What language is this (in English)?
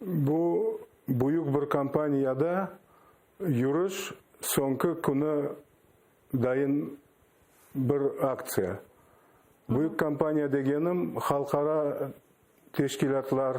Crimean Tatar